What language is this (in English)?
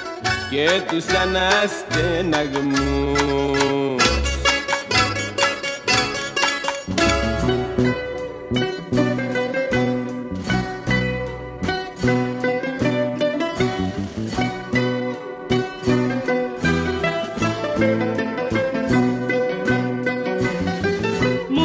Greek